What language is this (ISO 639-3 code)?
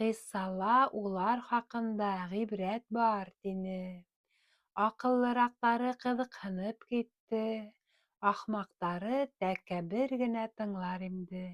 bak